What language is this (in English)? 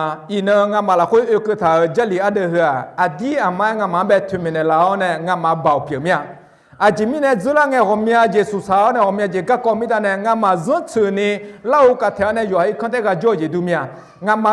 Akha